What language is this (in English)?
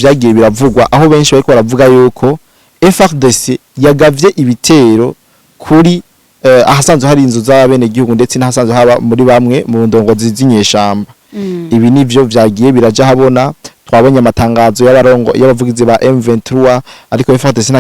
Rundi